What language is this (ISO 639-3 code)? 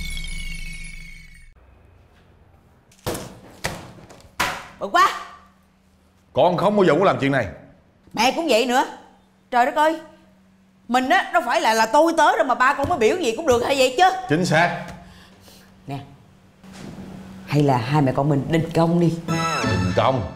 vie